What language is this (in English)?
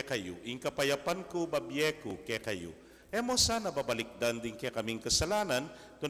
Pampanga